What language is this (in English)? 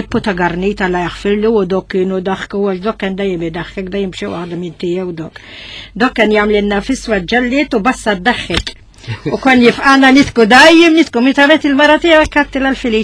Maltese